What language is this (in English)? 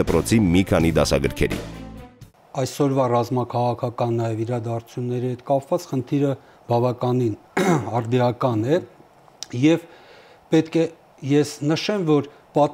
Armenian